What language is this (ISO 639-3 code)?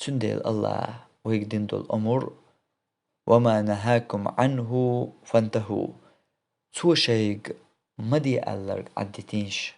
che